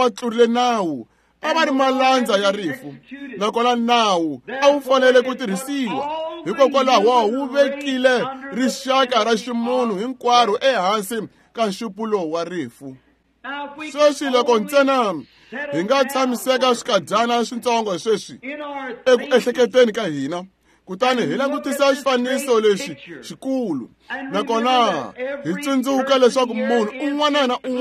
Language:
Tsonga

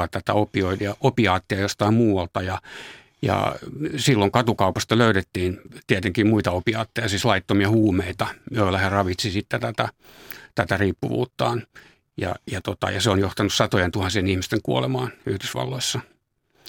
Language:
Finnish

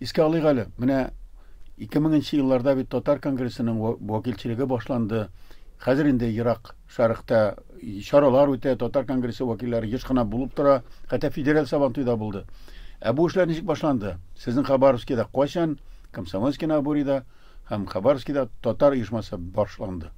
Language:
Tatar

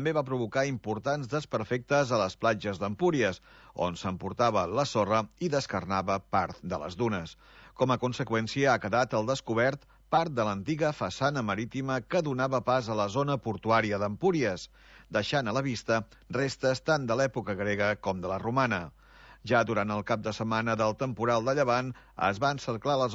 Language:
Catalan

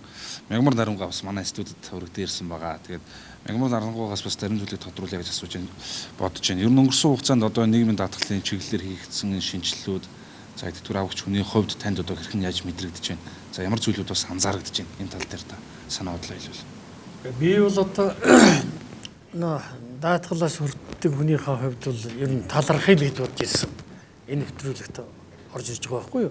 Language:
Mongolian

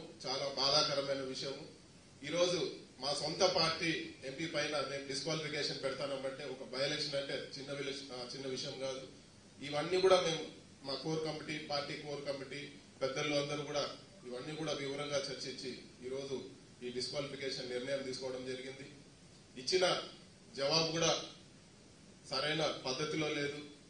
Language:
Telugu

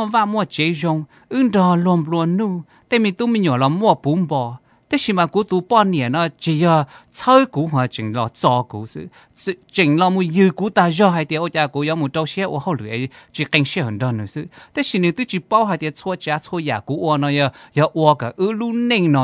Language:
Hmong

